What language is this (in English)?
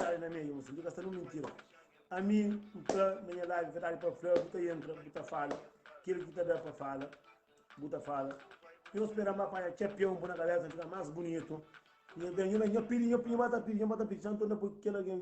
Kabuverdianu